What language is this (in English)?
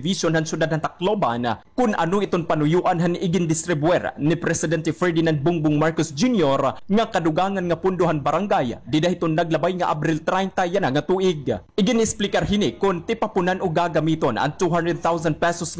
Waray